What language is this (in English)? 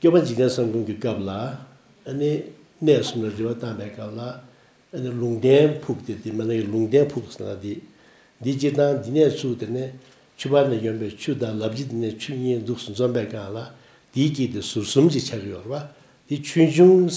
Tibetan